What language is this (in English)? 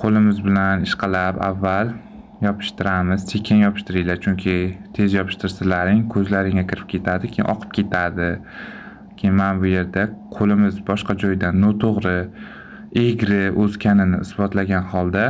Uzbek